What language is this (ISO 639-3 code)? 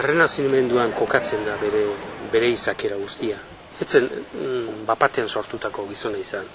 eus